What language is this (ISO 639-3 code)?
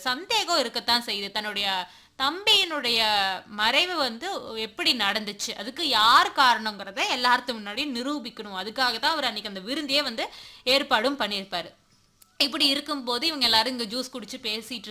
tam